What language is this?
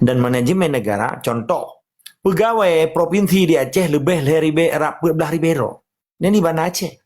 Achinese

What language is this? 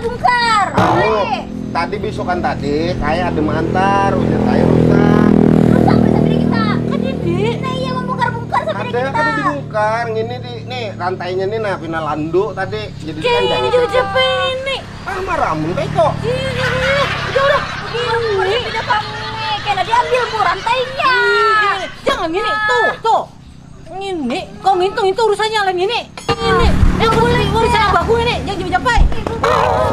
Banjar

